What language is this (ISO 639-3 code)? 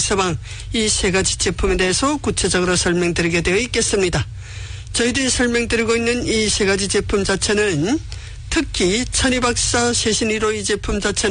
kor